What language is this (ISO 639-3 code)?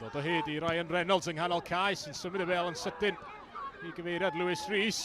cym